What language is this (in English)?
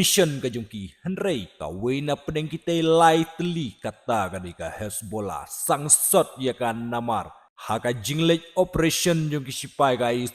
Khasi